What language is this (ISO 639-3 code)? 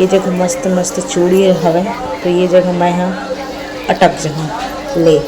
hne